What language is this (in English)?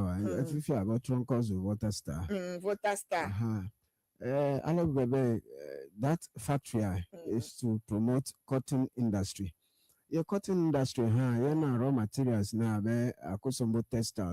Ewe